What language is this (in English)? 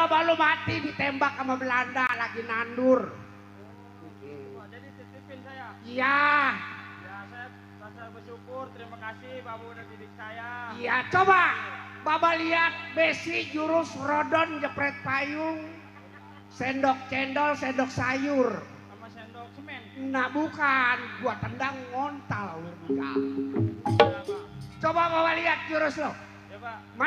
Betawi